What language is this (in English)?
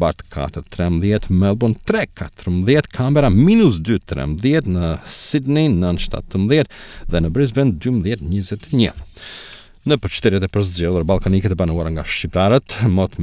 Albanian